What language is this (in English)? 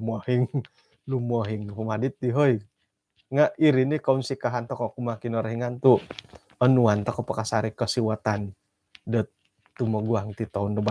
Central Dusun